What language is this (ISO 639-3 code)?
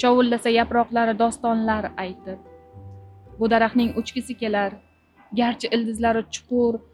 uzb